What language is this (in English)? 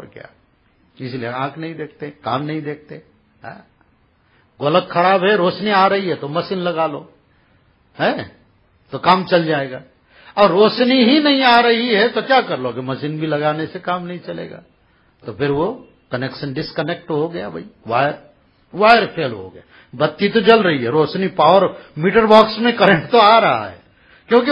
Hindi